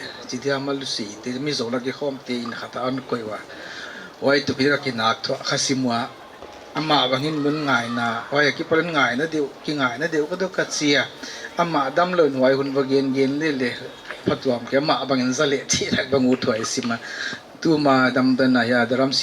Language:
Paite Chin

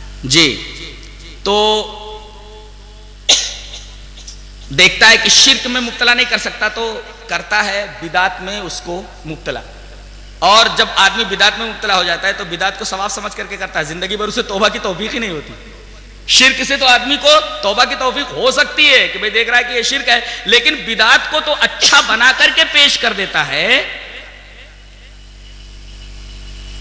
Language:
Urdu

